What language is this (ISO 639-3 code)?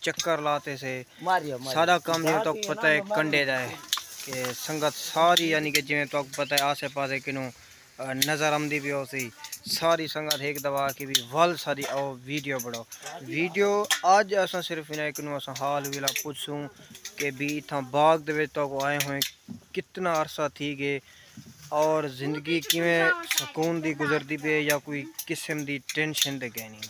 skr